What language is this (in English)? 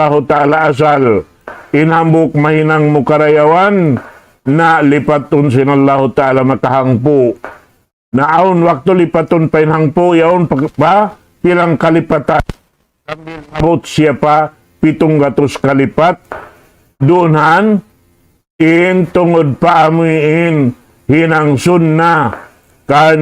Tausug